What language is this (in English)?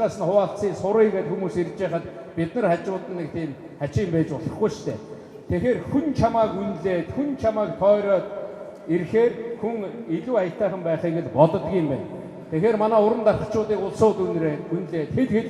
Mongolian